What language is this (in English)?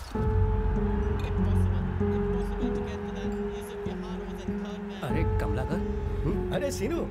Hindi